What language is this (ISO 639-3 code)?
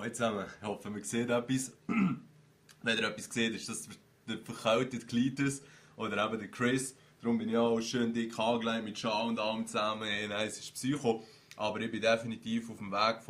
gsw